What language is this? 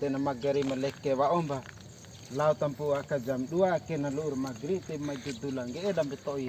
Bima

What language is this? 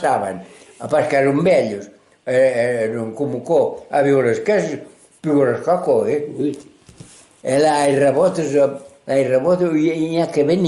Occitan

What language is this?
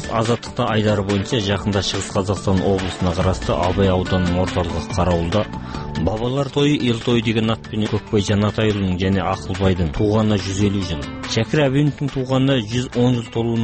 Kazakh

